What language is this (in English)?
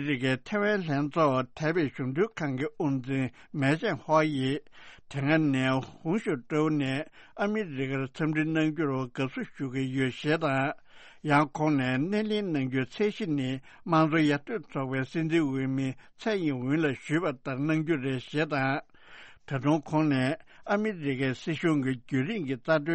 Tibetan